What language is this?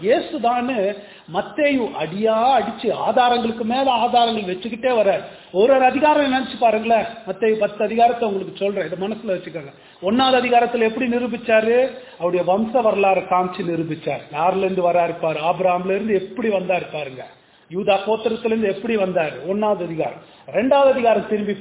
Tamil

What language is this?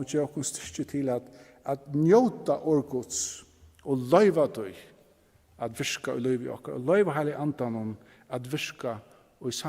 Faroese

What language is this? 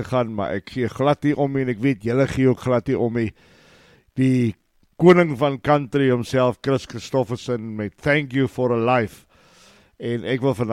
Afrikaans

